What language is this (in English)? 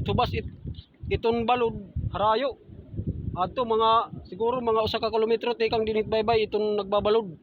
Waray